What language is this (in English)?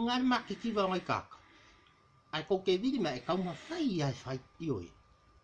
Samoan